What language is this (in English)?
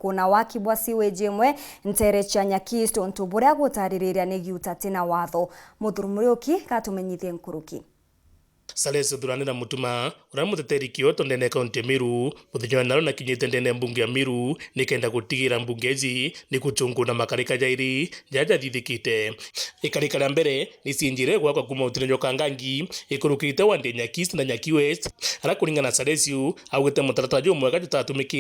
Meru